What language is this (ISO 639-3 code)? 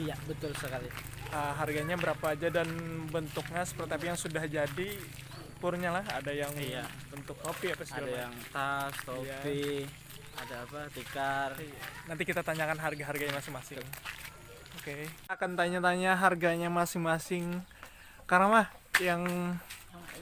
bjn